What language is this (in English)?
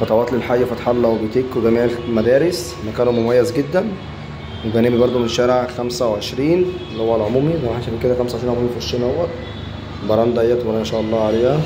Egyptian Arabic